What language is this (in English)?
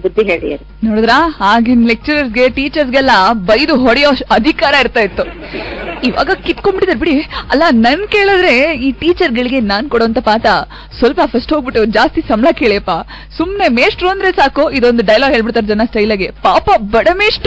Kannada